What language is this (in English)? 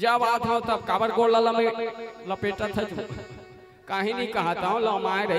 Chhattisgarhi